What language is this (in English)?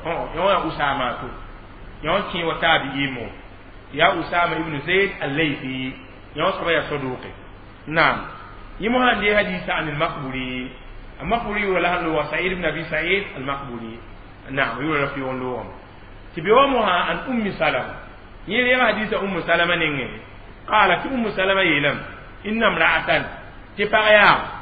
Mossi